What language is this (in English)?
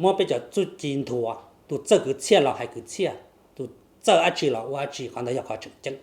Hmong